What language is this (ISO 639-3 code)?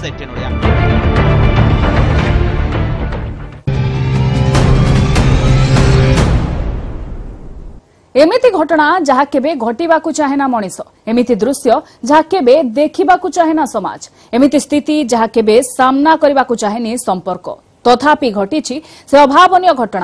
ori